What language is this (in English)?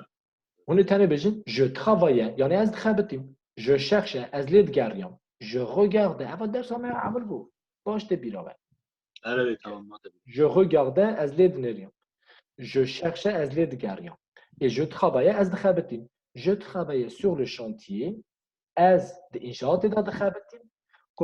Kurdish